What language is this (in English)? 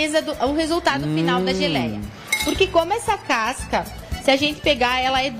Portuguese